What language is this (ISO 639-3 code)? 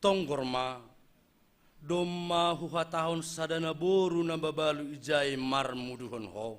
bts